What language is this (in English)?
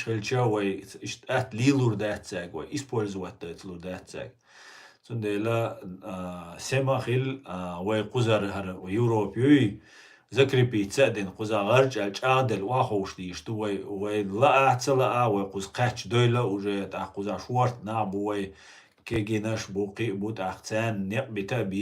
Chechen